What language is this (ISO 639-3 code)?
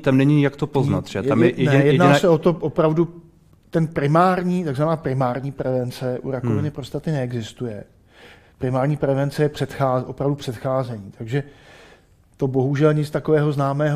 ces